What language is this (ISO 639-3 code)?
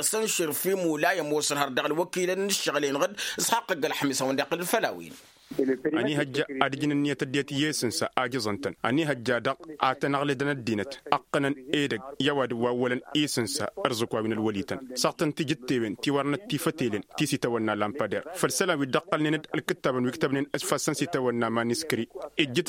taq